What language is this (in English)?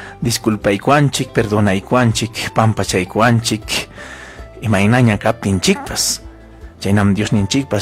Ayacucho Quechua